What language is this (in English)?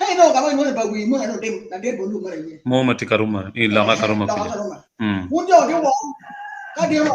Acoli